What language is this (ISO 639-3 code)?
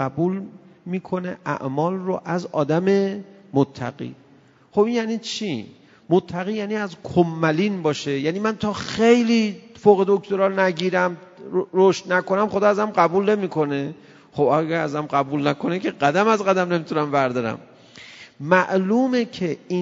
fas